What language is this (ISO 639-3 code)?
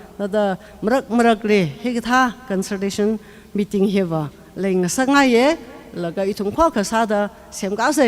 nmf